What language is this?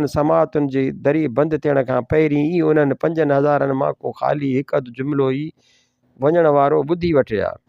Sindhi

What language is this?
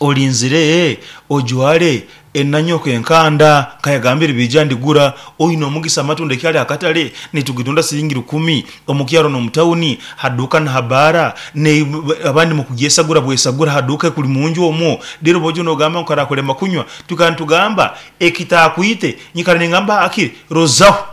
Nyoro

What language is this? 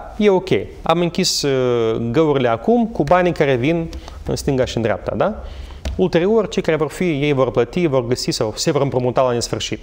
Romanian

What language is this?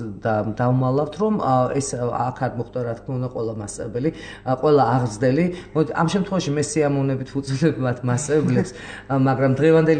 Georgian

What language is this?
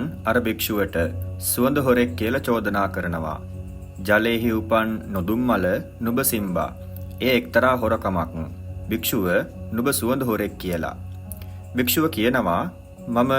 Sinhala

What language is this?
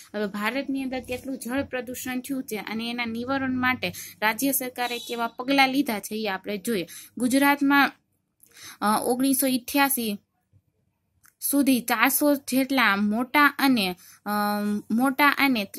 Gujarati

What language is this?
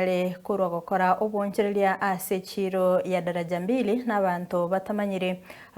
Gusii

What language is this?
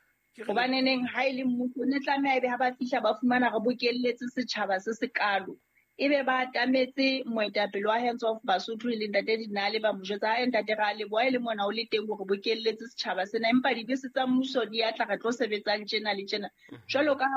Southern Sotho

